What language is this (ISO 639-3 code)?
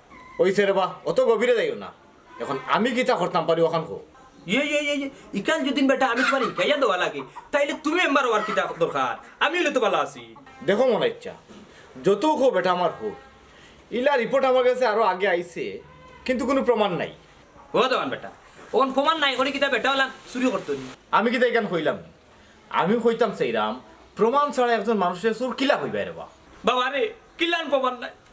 syl